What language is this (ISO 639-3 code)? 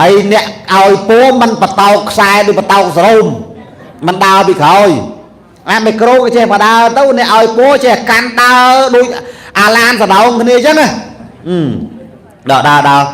khm